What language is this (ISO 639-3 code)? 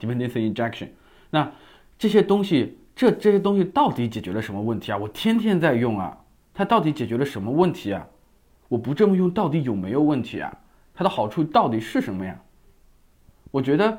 zho